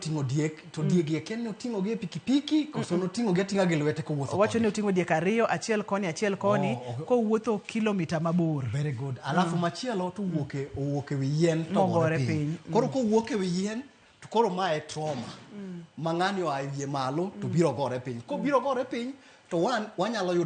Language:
Luo (Kenya and Tanzania)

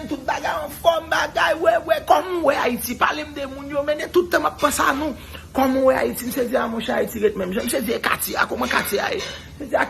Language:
Haitian Creole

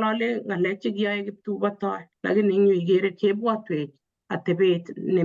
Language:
Kalenjin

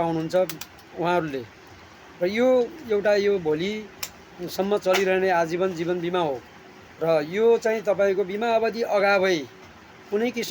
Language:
Nepali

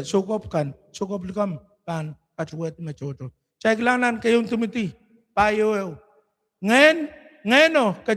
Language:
Pohnpeian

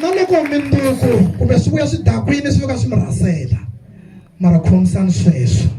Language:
Tsonga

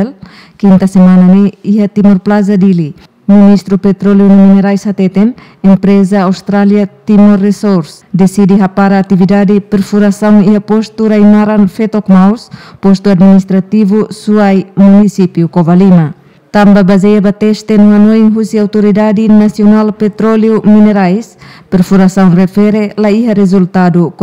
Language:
Tetum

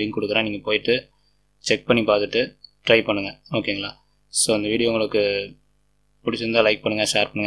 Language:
Tamil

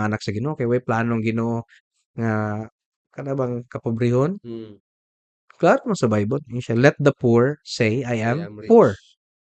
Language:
Cebuano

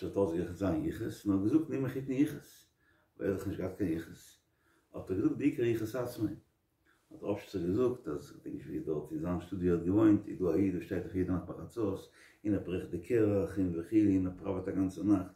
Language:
Yiddish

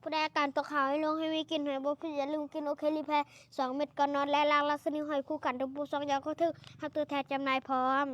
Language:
Lao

